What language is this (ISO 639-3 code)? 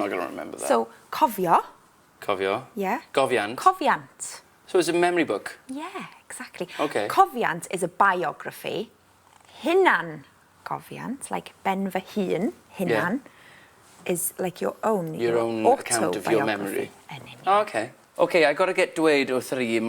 cym